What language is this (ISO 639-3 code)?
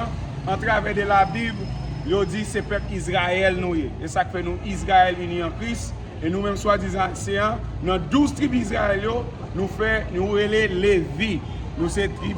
hat